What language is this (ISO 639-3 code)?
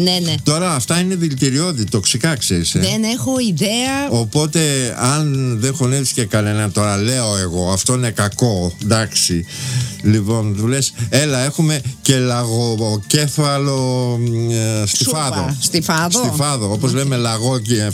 ell